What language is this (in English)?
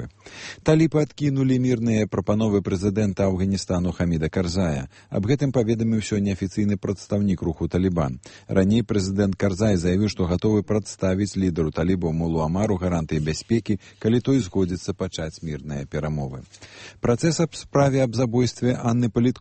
Belarusian